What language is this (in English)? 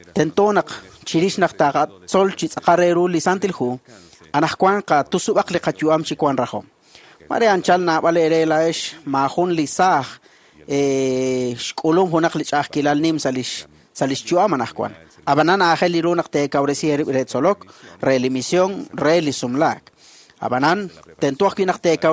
Kekchí